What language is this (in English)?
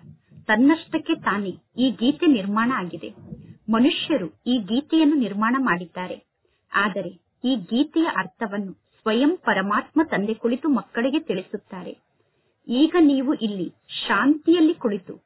Kannada